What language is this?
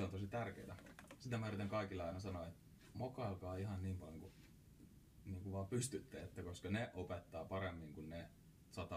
Finnish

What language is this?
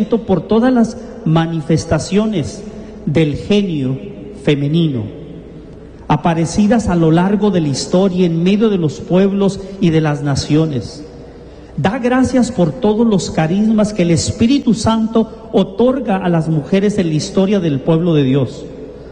Spanish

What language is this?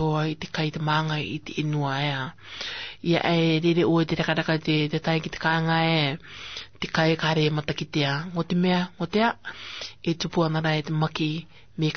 Rarotongan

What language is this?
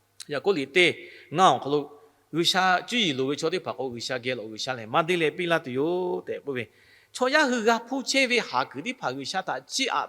Lahu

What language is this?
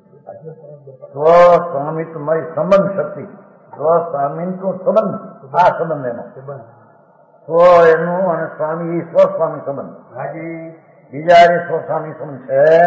Gujarati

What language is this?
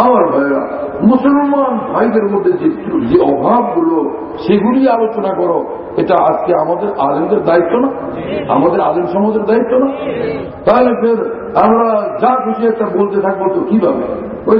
Bangla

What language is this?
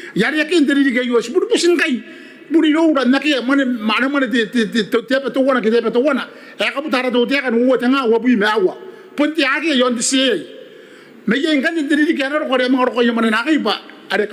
Gilbertese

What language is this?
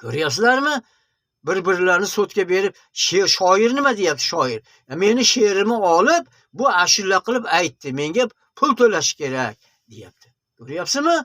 Uzbek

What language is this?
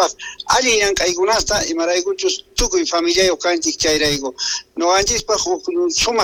Quechua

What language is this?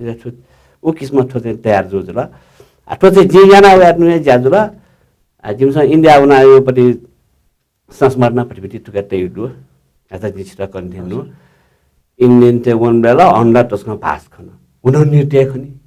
Newari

